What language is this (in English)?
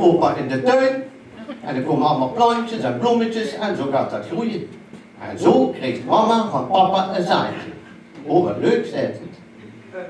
Limburgish